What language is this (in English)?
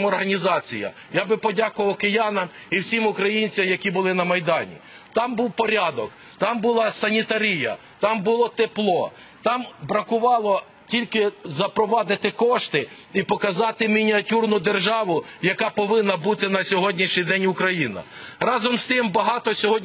Ukrainian